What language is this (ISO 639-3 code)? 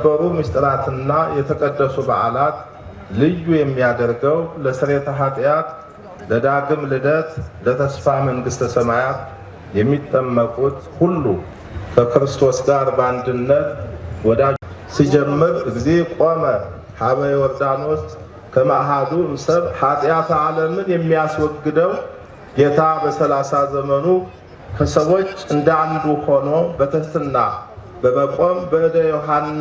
amh